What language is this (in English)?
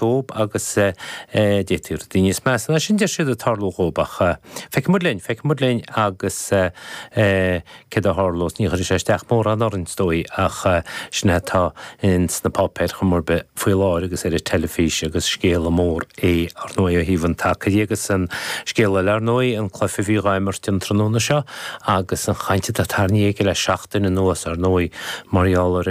Irish